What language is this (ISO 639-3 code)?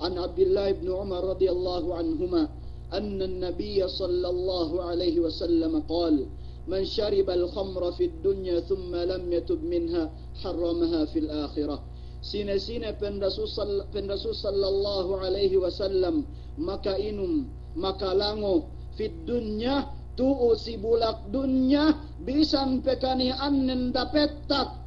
yka